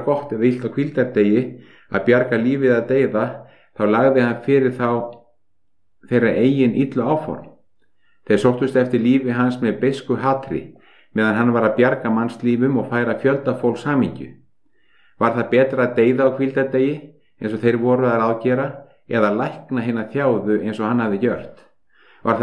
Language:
Icelandic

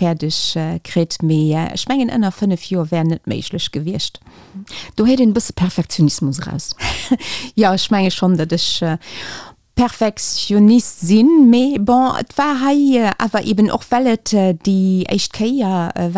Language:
Luxembourgish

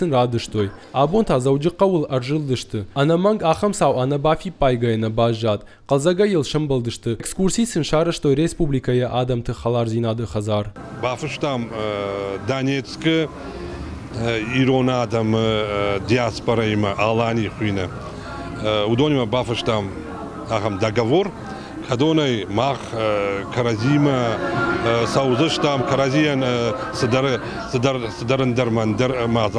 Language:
Ossetic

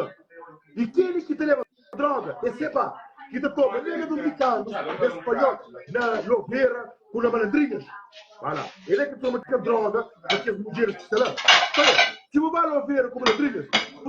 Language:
Kabuverdianu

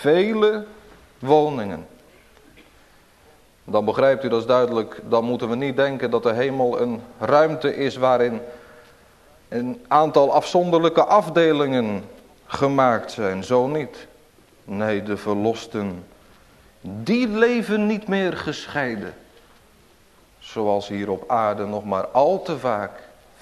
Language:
Dutch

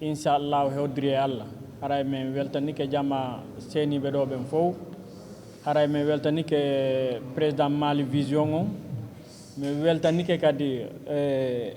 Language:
Fula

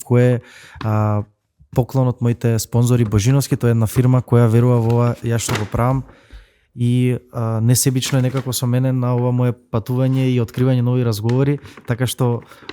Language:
Macedonian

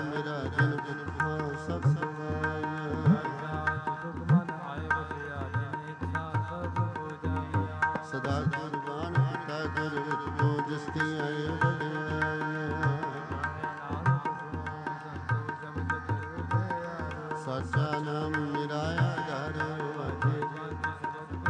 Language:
Punjabi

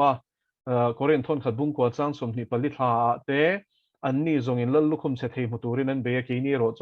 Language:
Mizo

